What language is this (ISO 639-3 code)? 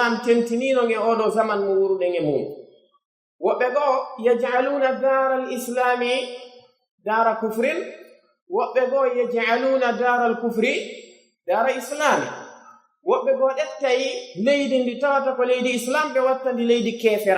fuf